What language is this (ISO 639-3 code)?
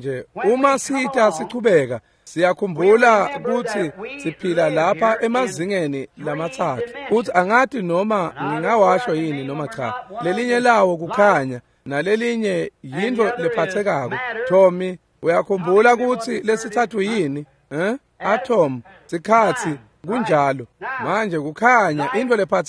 ssw